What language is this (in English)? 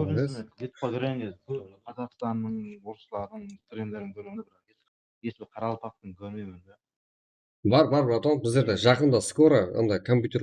Kara-Kalpak